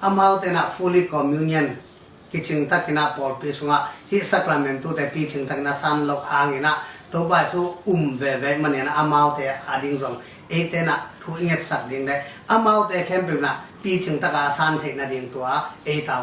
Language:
Tedim Chin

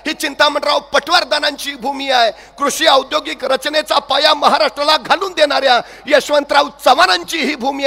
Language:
Marathi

